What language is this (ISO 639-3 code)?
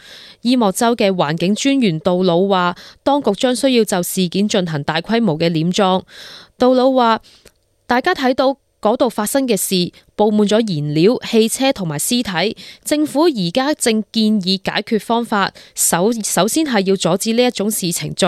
yue